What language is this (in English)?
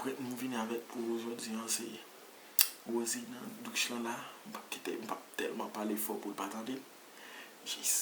Haitian Creole